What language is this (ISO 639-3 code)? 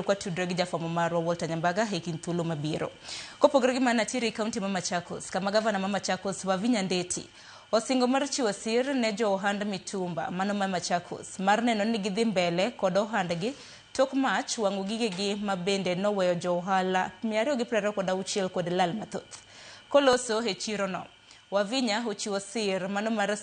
luo